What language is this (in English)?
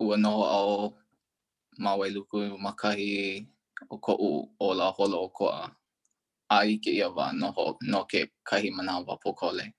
Hawaiian